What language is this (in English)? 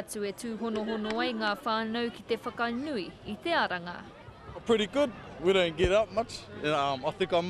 Māori